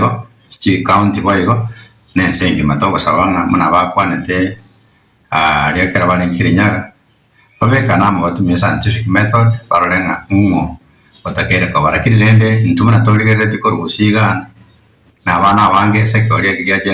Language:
Gusii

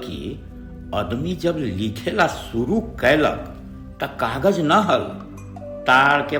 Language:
Magahi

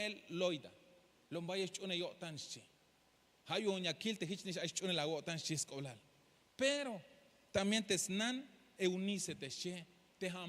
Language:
Tzeltal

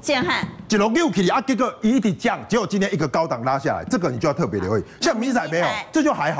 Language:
Chinese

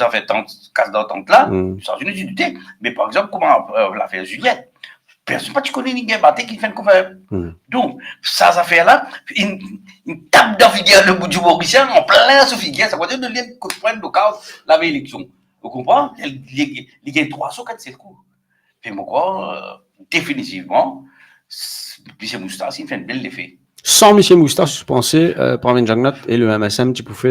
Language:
Morisyen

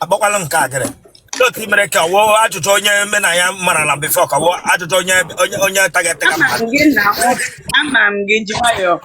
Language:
Igbo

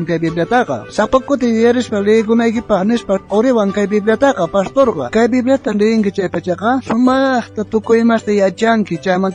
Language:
South Bolivian Quechua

